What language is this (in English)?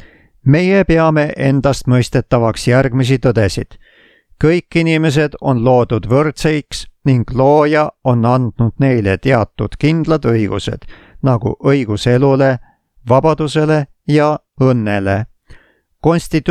Estonian